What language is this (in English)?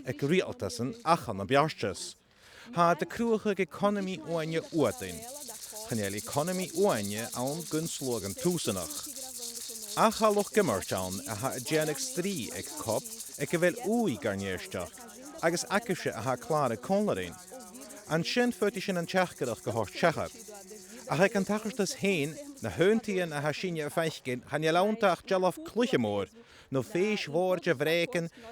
Scottish Gaelic